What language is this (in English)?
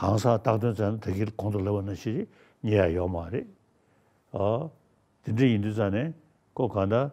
Tibetan